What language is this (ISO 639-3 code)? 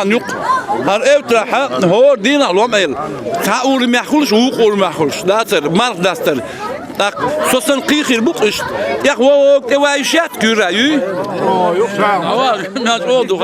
che